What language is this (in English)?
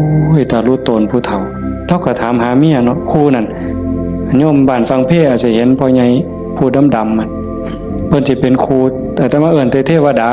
Northeastern Thai